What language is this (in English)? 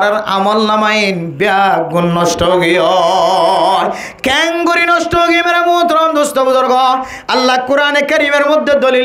Rohingya